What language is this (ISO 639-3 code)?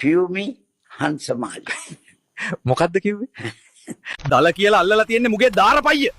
sin